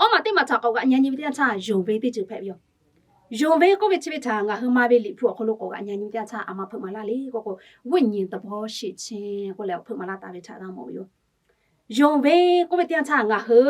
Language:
Lahu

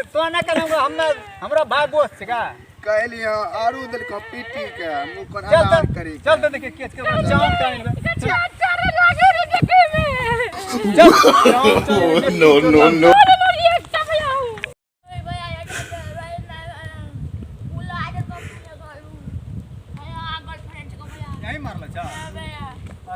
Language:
Maithili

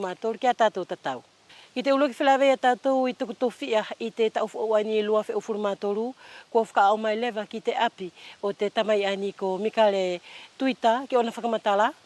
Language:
Wallisian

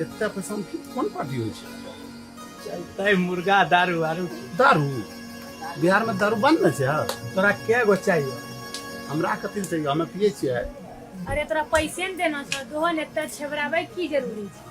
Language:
Angika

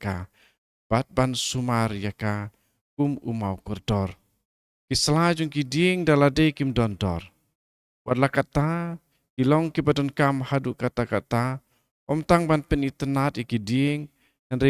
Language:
Khasi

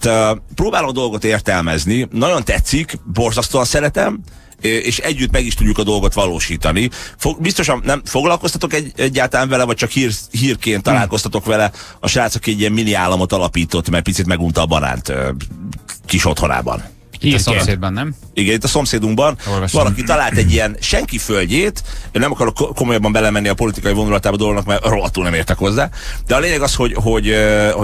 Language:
Hungarian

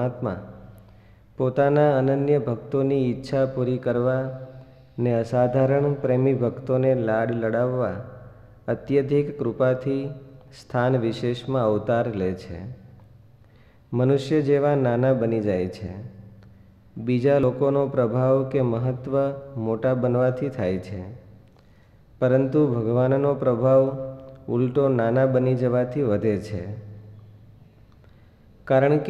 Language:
Gujarati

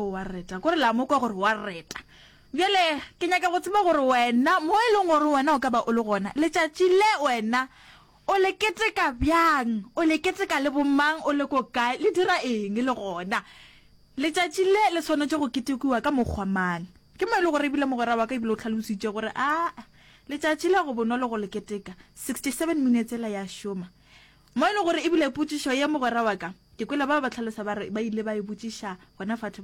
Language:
Northern Sotho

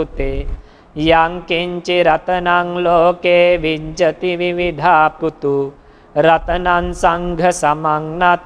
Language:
Pali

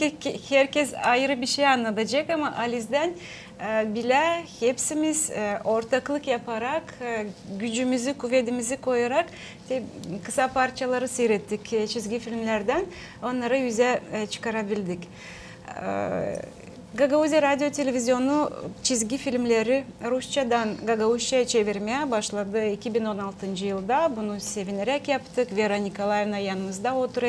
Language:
Gagauz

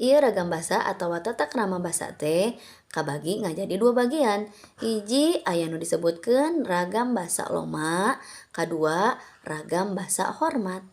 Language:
Sundanese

